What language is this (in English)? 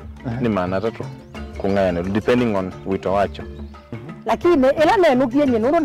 Kamba